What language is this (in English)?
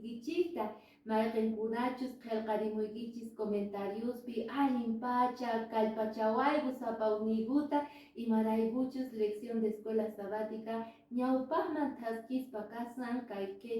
Quechua